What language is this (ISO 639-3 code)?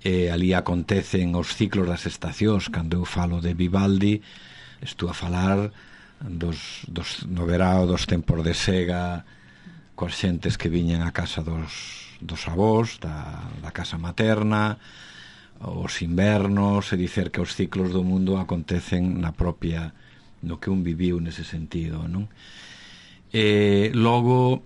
glg